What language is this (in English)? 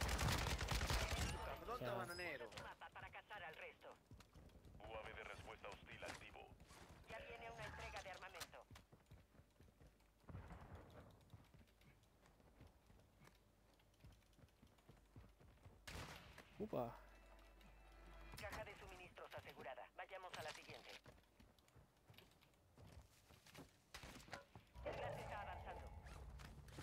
Spanish